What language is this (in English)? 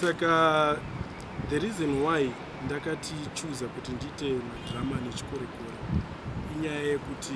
Shona